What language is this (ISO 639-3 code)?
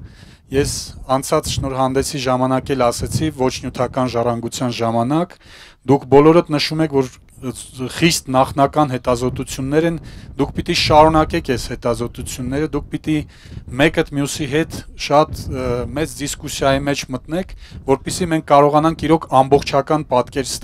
hye